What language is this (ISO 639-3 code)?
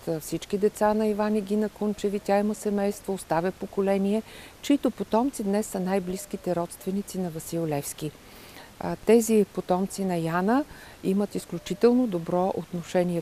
bul